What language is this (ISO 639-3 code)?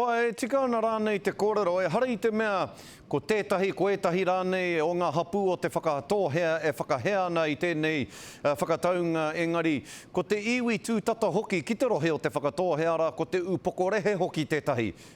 mri